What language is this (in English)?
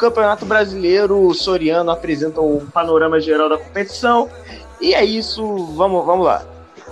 Portuguese